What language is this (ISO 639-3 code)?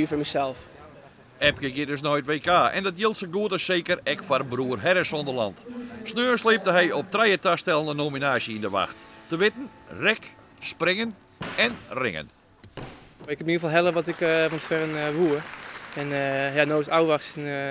fry